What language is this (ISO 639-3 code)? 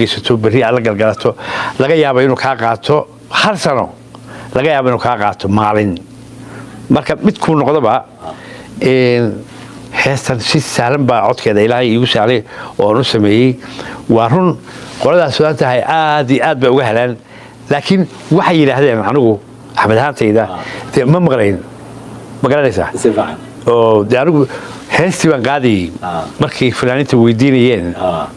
som